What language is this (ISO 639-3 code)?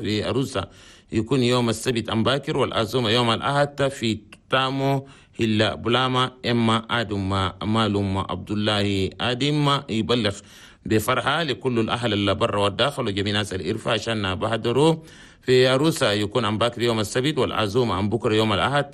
shu